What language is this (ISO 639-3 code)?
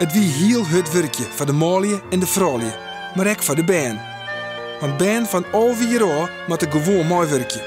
fry